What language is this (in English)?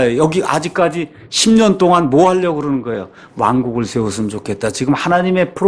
Korean